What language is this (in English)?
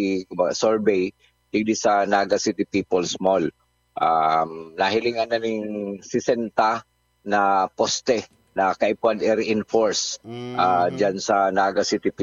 Bikol